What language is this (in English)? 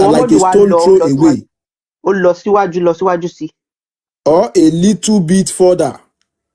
Yoruba